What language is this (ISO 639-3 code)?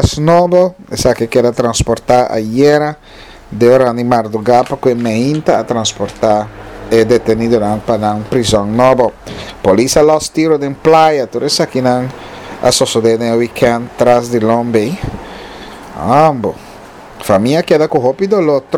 pap